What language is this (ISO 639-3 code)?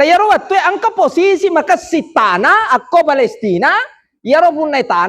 bug